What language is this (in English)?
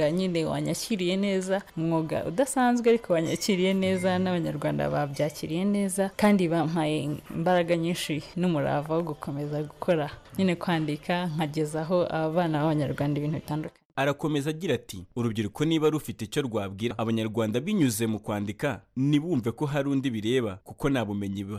Kinyarwanda